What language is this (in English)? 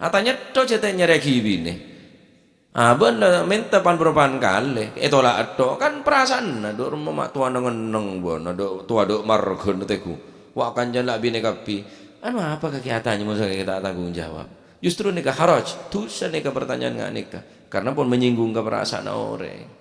Madurese